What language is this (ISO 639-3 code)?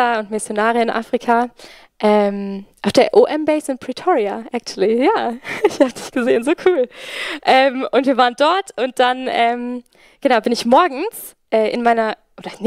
gsw